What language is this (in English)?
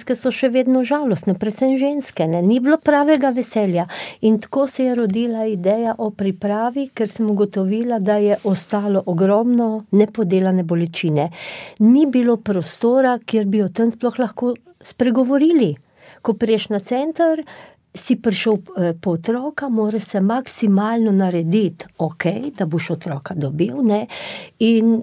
Slovenian